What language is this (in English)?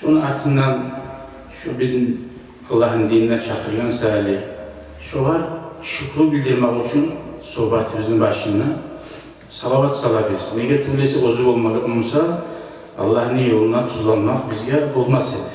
Kumyk